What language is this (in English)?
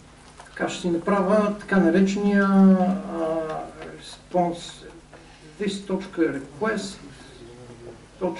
Bulgarian